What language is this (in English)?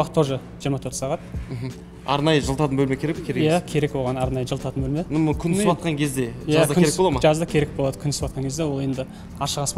Kazakh